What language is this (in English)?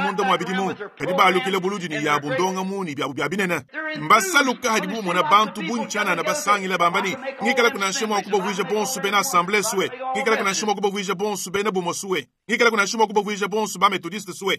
Luba-Lulua